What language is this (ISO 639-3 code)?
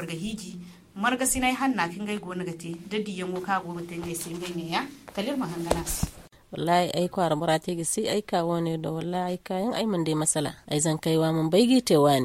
dje